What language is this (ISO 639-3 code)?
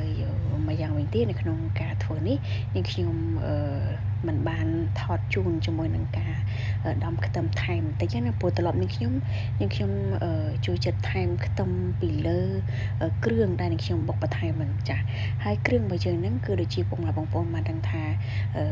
khm